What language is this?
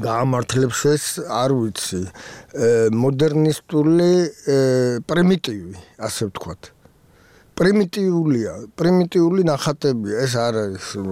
Georgian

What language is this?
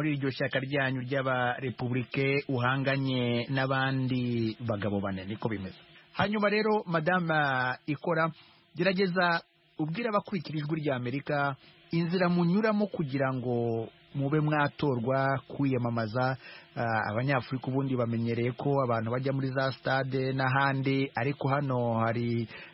Kinyarwanda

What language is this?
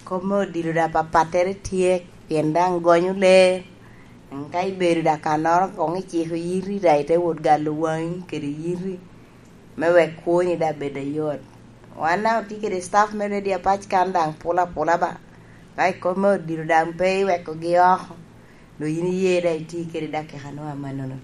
Lango (Uganda)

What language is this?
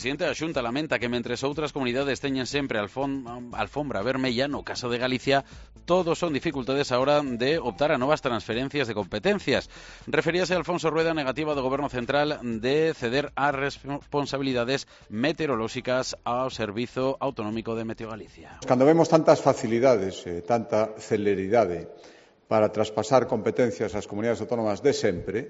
Galician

